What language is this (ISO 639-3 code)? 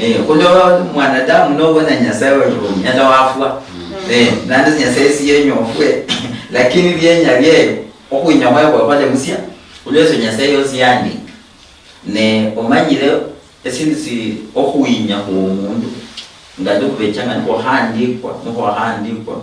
luy